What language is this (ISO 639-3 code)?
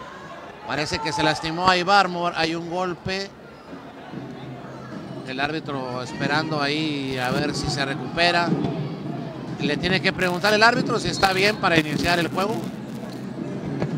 spa